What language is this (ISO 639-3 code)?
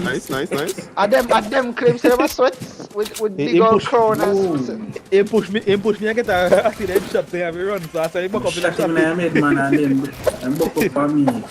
jam